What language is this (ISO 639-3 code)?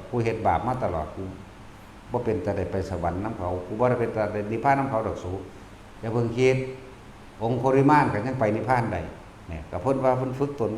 tts